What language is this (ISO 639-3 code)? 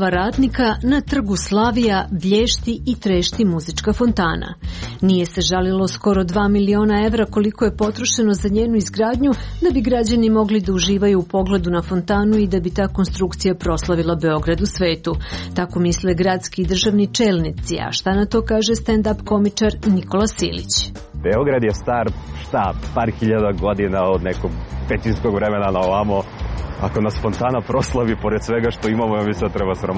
srp